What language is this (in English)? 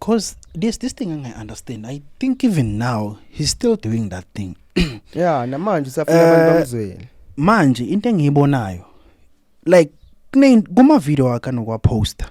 Zulu